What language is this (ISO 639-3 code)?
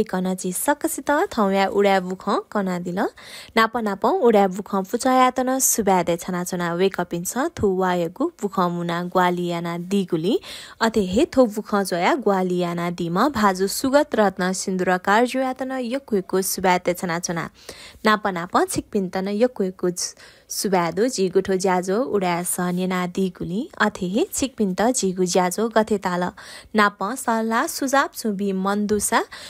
new